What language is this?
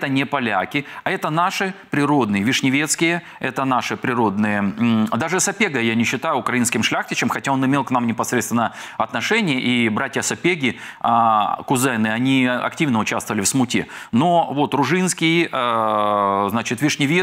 Russian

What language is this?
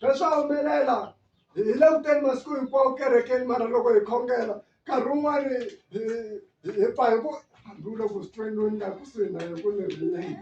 Tsonga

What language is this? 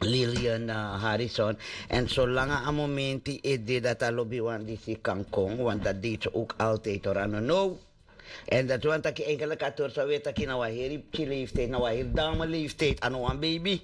Sranan Tongo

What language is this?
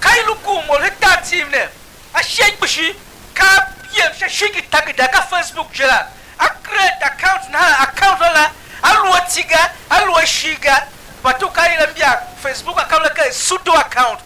Tiv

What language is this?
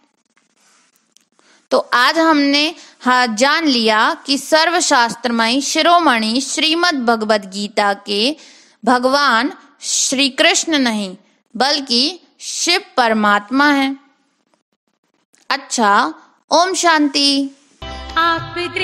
Hindi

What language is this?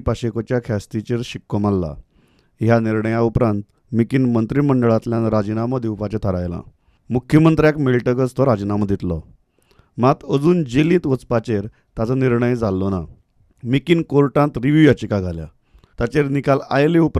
Konkani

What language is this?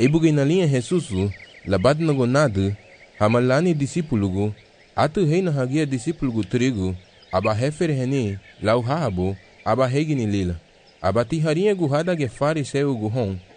Garifuna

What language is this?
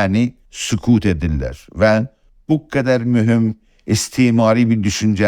South Azerbaijani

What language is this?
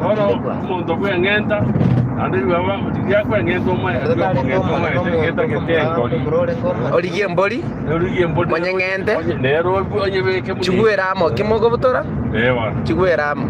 Gusii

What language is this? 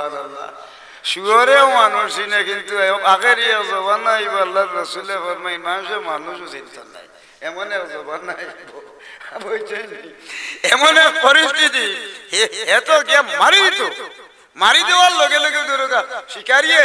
Sylheti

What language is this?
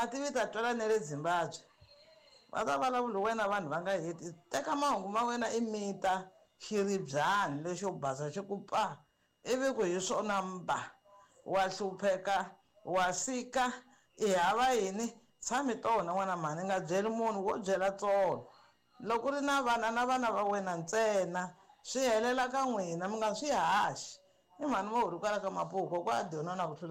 Tsonga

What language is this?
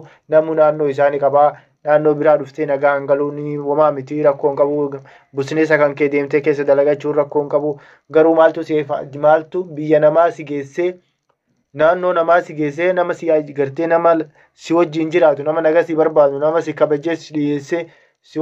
Oromo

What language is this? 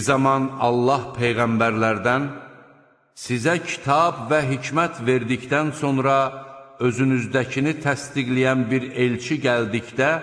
Azerbaijani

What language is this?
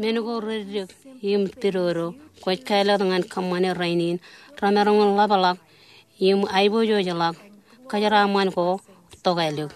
Marshallese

